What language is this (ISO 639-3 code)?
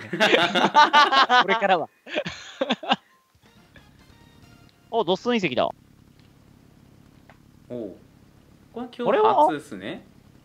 jpn